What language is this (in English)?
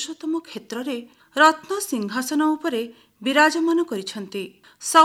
Odia